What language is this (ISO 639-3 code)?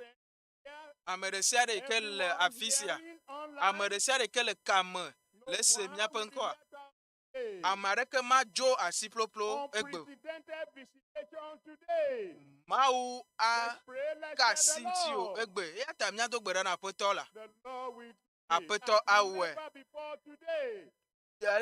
ewe